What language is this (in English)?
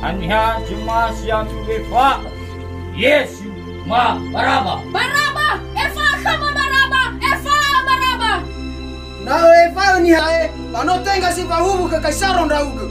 Nias